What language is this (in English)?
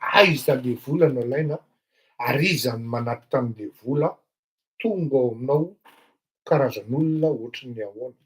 Malagasy